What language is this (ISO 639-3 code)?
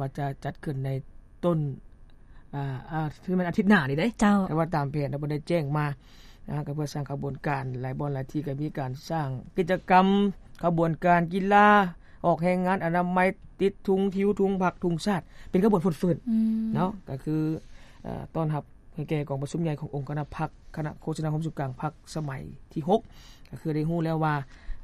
lao